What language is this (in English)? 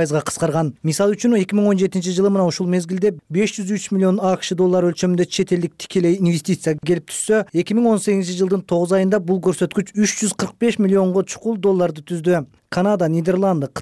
Kyrgyz